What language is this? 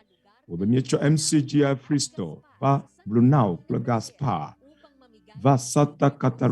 Ewe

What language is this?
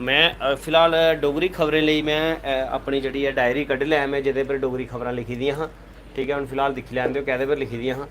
Dogri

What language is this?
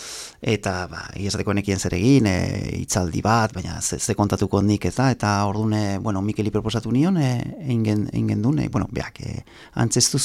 Basque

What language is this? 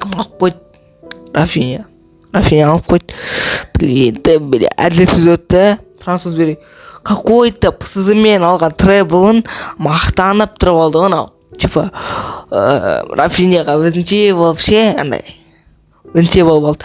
Kazakh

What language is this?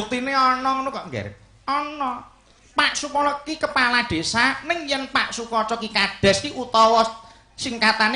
Javanese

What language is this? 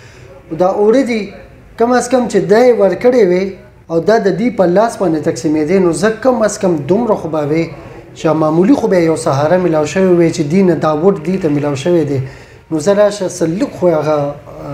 Pashto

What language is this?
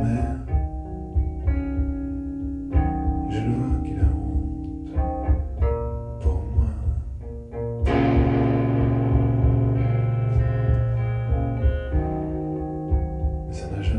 French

